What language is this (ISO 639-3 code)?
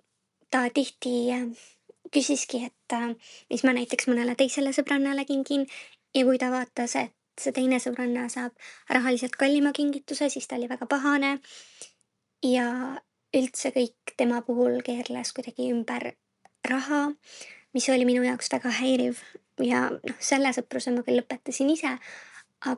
est